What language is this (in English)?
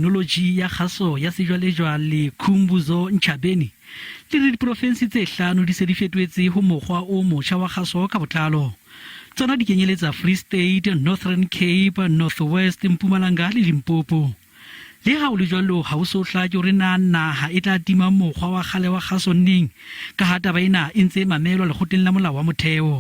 Southern Sotho